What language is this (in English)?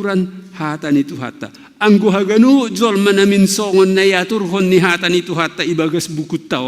Batak Simalungun